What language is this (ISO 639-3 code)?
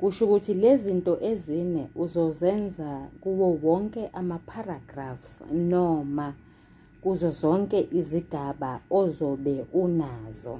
zul